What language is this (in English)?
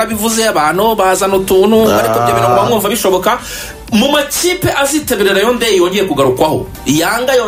Kinyarwanda